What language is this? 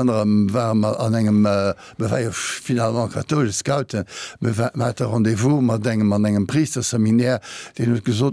Luxembourgish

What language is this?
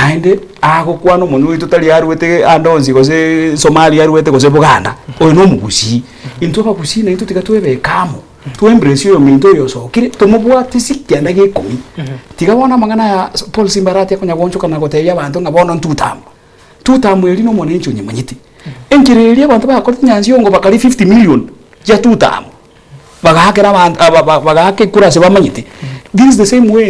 Gusii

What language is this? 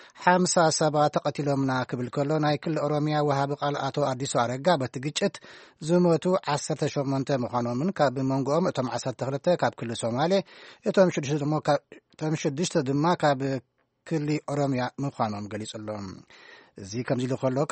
Tigrinya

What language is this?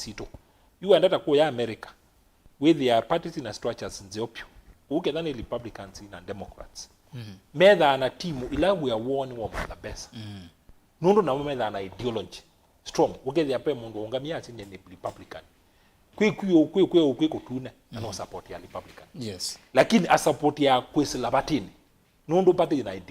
Kamba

